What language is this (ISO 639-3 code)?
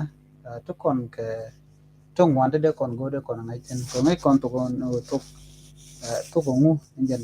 nus